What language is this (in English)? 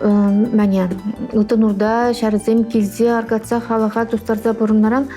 Chuvash